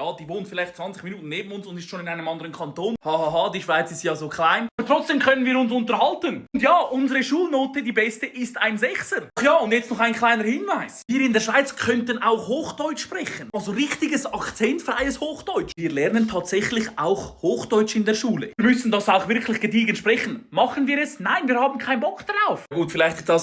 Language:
Swiss German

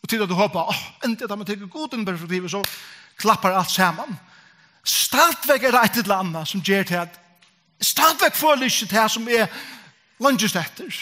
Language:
Faroese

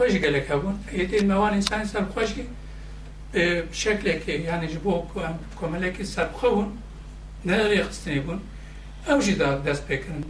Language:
Kurdish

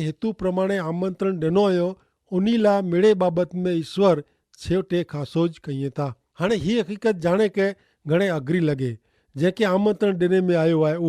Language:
Kachhi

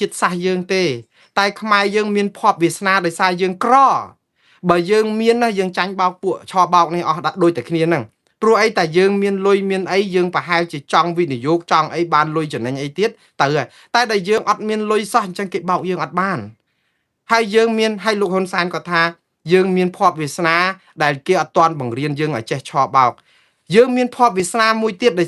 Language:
Khmer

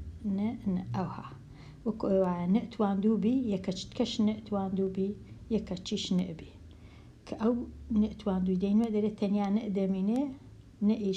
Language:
Central Kurdish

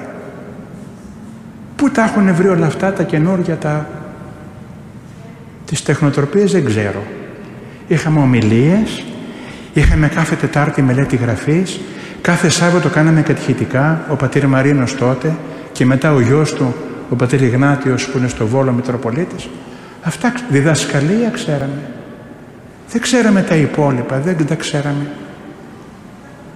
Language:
Greek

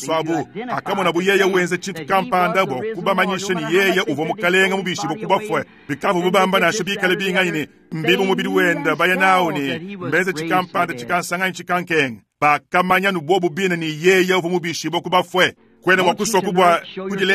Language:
Luba-Lulua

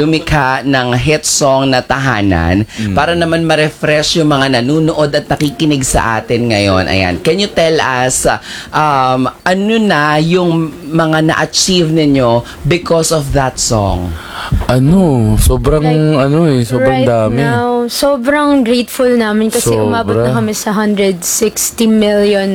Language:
Filipino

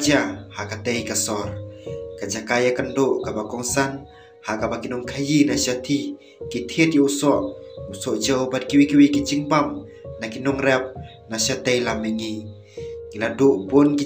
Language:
Khasi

